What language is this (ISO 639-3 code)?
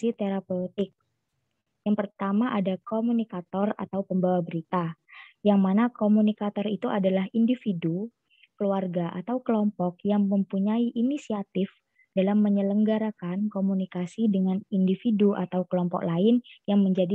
ind